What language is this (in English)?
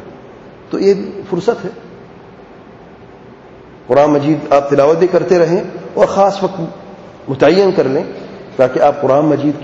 Urdu